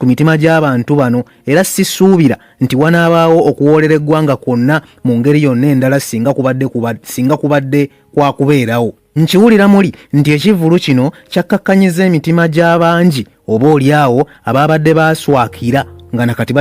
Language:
Ganda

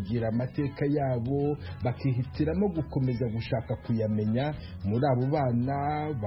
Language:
Kinyarwanda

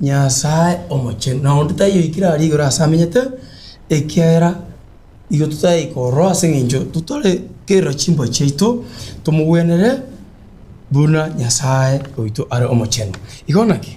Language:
Gusii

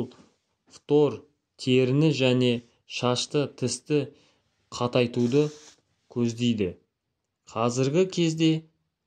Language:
Kazakh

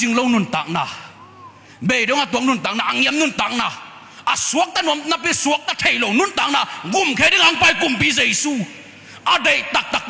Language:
Tedim Chin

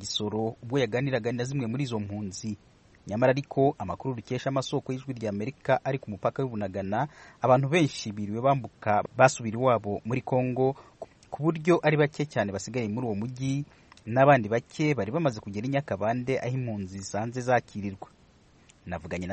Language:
Kinyarwanda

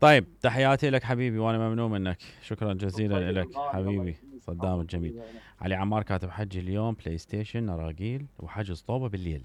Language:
Mesopotamian Arabic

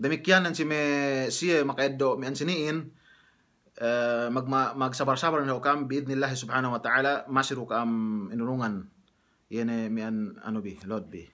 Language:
Yakan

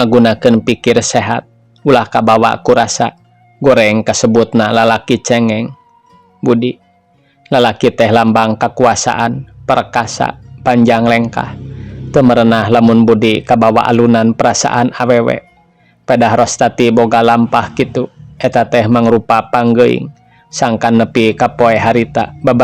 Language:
Sundanese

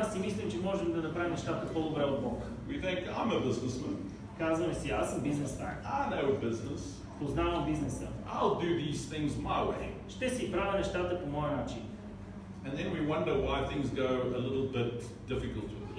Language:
Bulgarian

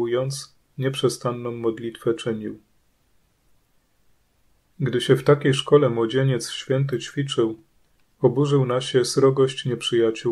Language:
Polish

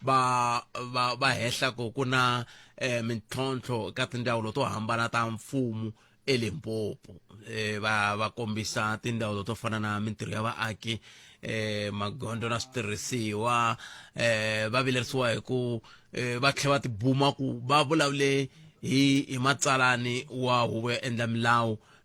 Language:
Tsonga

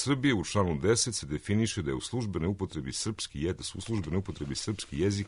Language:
Serbian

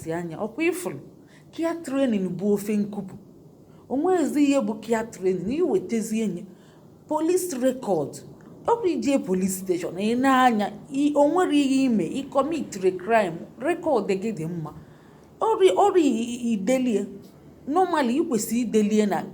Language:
Igbo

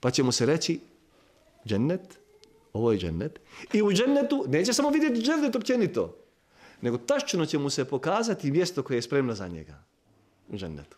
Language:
Bosnian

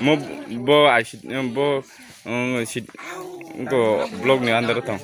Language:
Kok Borok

